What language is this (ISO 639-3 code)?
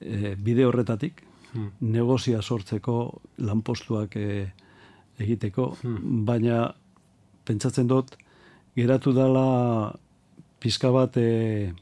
eus